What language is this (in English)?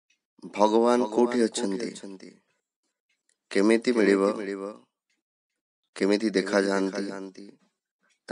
Odia